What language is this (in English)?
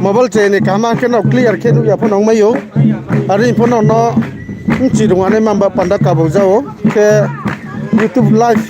Riang (India)